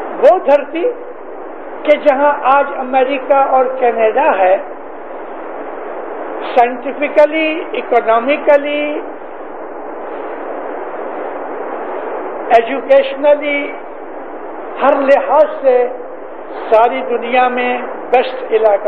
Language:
Urdu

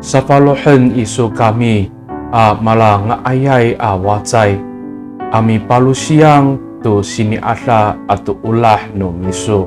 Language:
Amis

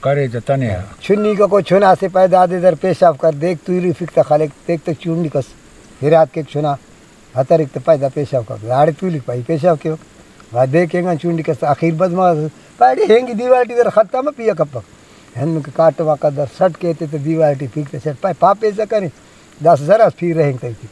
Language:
Brahui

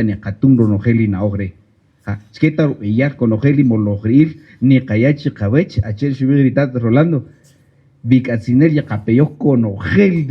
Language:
Kaqchikel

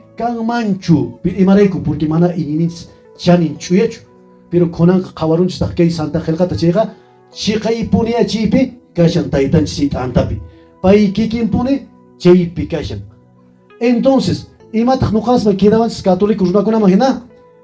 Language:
Quechua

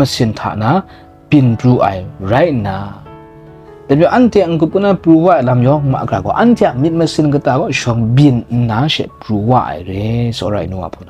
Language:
Kachin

